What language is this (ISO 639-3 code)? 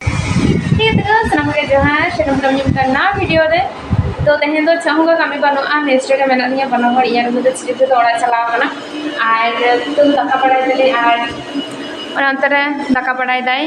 sat